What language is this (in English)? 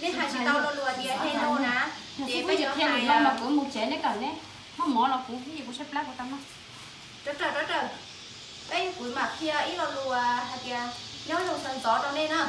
Hmong